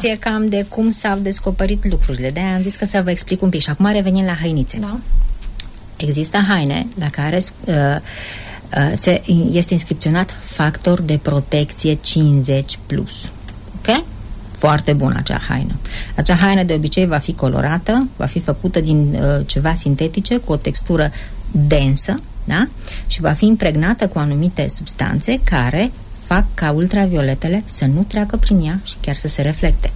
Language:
Romanian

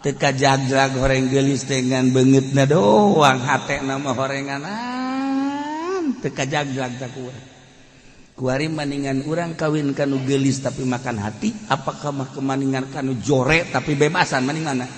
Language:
Sundanese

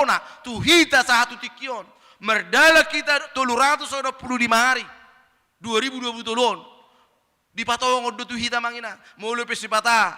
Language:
Batak Toba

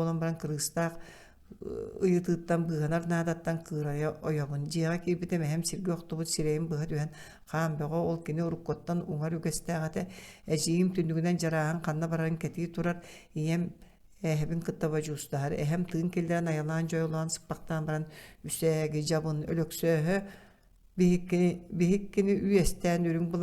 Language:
Yakut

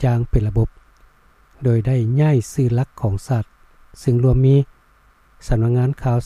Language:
Lao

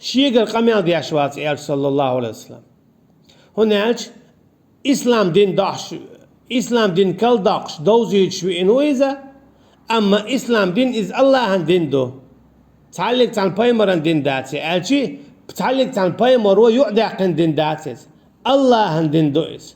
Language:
Chechen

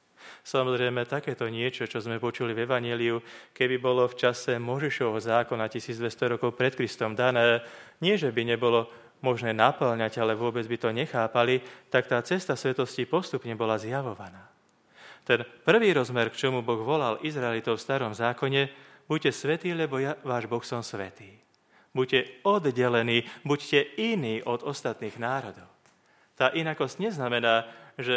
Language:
Slovak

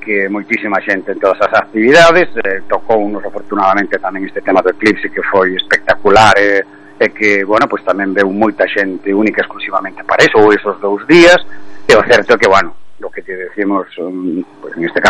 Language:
Galician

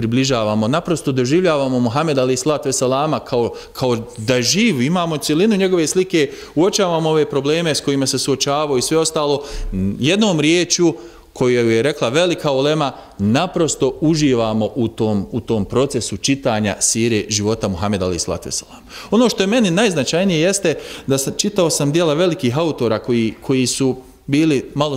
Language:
Bosnian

